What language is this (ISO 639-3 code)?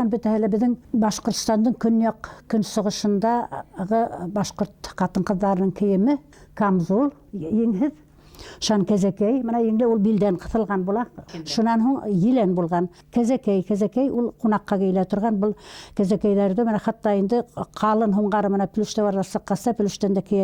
bak